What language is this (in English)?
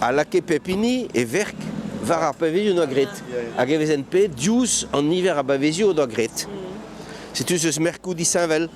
Breton